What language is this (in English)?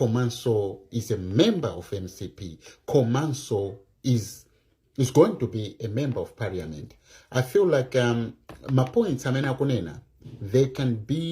Nyanja